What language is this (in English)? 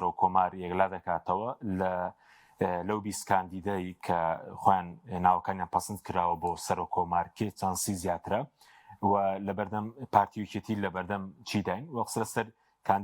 Central Kurdish